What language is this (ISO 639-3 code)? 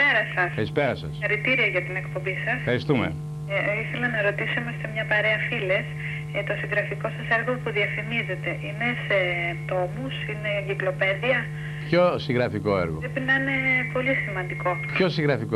ell